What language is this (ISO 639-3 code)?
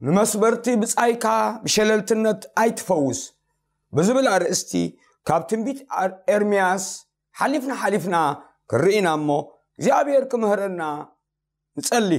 tir